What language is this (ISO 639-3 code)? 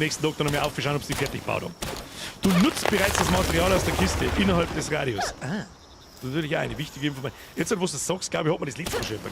bar